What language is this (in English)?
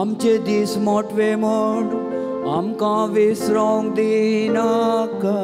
Konkani